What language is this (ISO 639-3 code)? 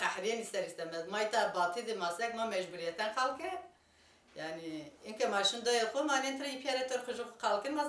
zza